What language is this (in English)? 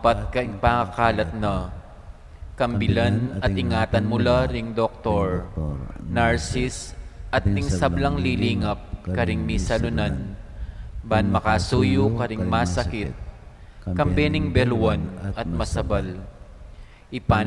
Pampanga